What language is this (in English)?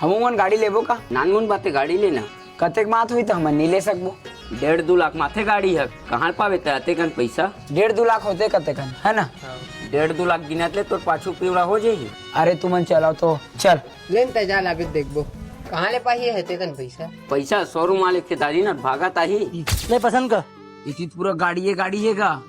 Chhattisgarhi